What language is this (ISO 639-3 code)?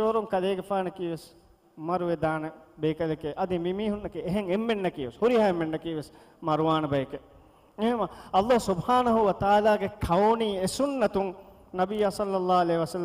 div